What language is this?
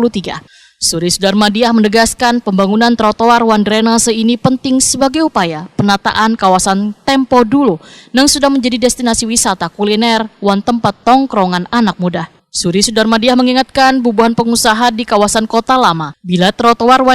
Banjar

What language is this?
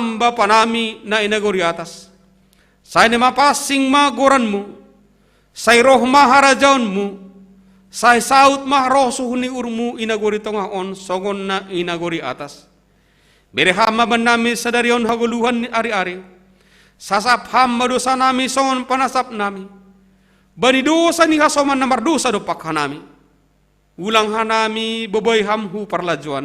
Batak Simalungun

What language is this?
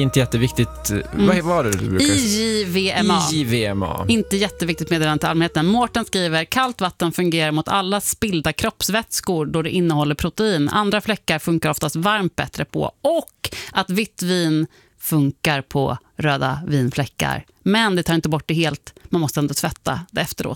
Swedish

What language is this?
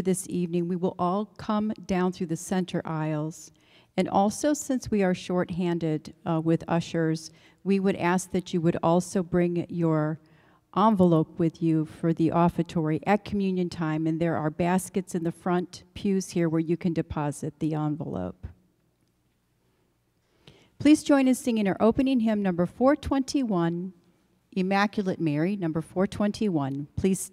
English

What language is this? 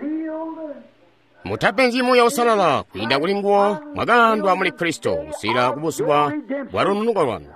Tonga (Zambia)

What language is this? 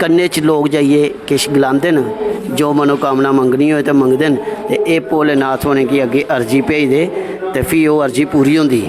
Dogri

